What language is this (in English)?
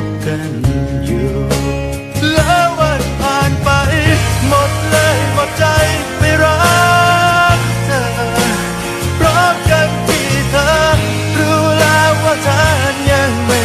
Thai